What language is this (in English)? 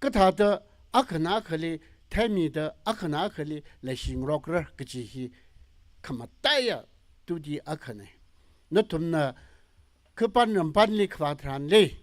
Tangkhul Naga (India)